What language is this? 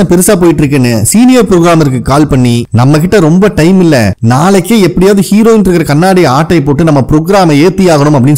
Tamil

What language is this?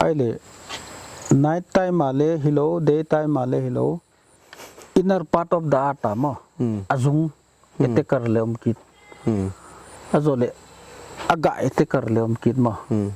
Paite Chin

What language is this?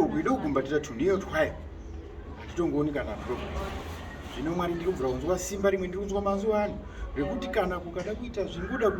Shona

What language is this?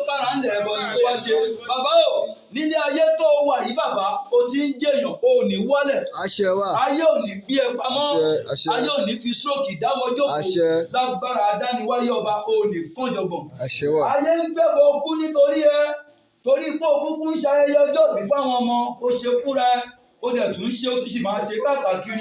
Yoruba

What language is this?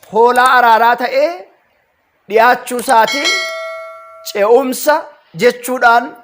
Oromo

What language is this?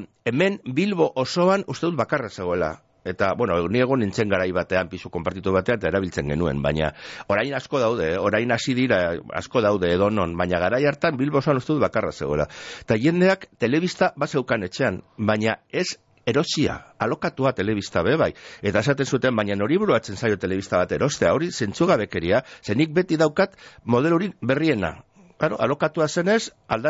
Basque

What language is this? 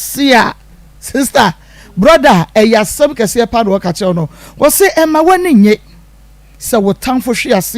Akan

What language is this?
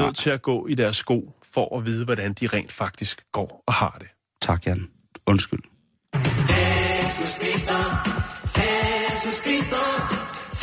Danish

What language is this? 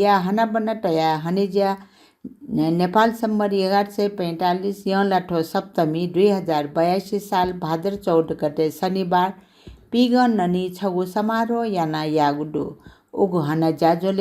Newari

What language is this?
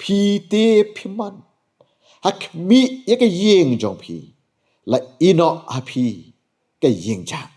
Khasi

